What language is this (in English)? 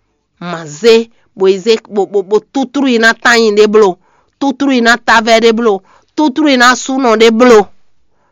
Fon